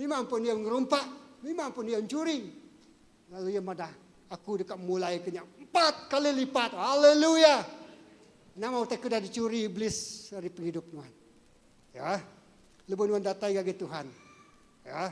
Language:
Iban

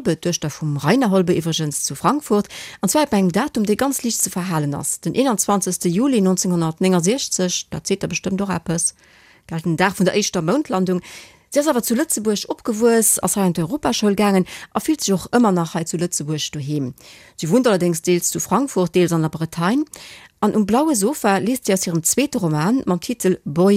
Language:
Luxembourgish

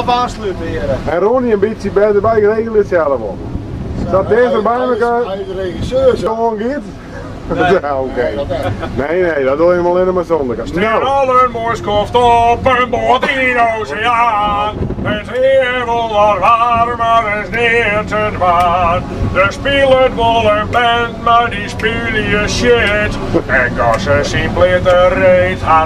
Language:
Western Frisian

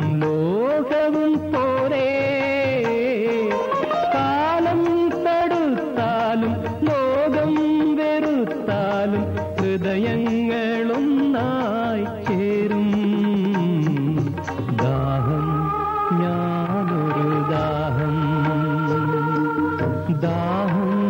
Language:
Malayalam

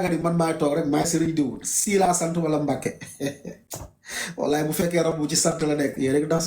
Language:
Wolof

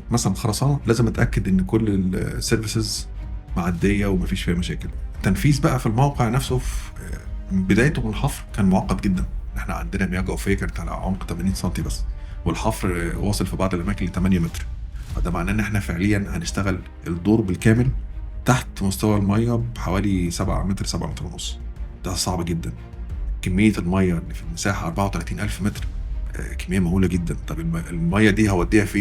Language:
Egyptian Arabic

